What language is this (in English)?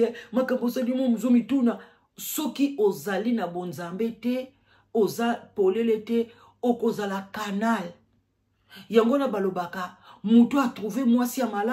Lingala